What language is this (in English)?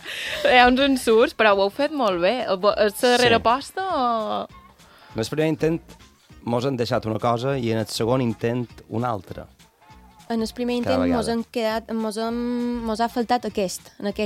Catalan